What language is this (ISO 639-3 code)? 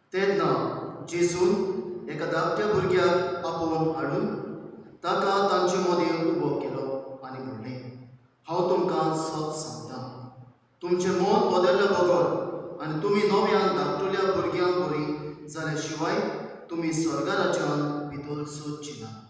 kok